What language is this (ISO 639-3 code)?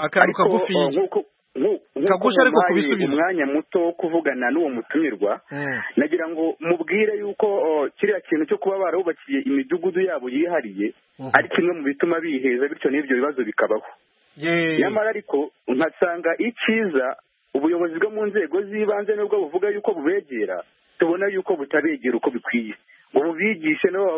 kin